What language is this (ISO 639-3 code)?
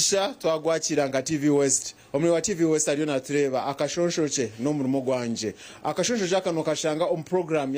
nyn